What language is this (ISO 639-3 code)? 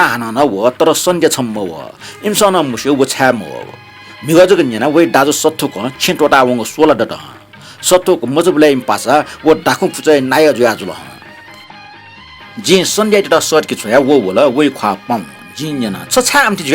new